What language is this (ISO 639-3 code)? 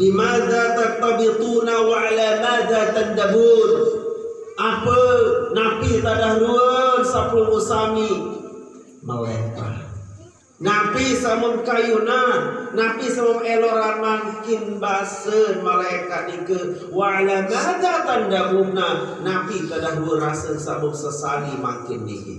sas